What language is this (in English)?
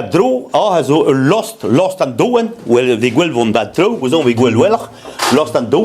Breton